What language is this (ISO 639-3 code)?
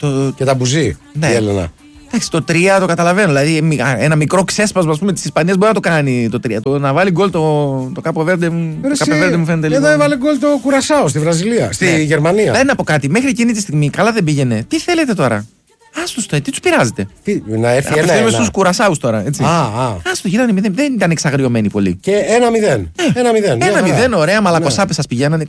ell